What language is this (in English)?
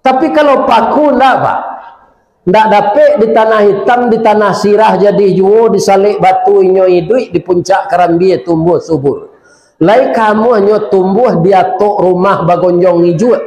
Minangkabau